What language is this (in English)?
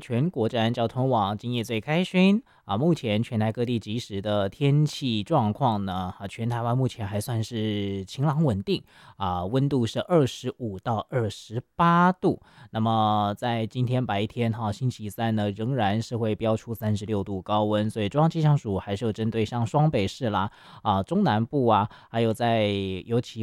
Chinese